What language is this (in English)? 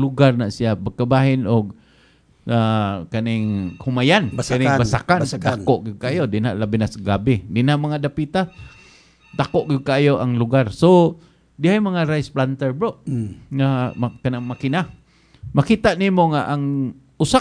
Cebuano